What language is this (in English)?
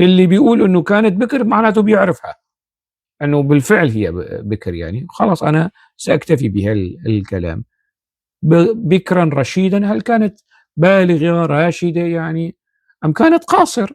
North Levantine Arabic